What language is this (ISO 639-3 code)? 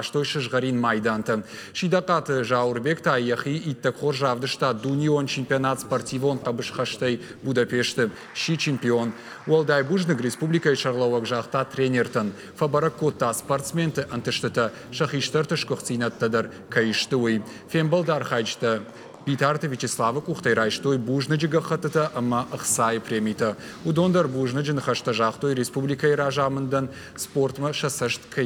oss